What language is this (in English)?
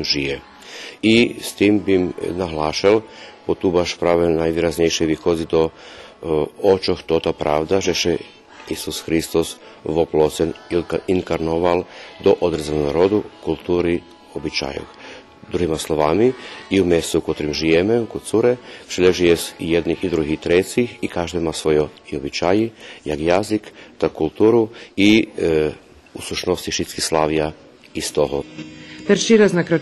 Rusyn